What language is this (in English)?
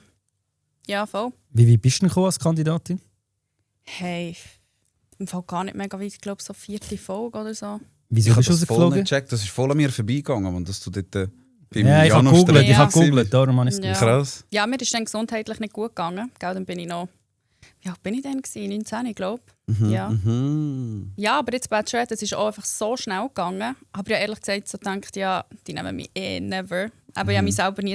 Swiss German